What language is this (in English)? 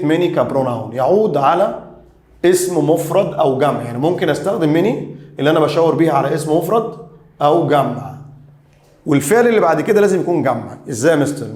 Egyptian Arabic